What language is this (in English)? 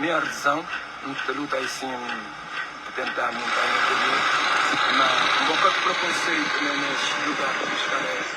Kabuverdianu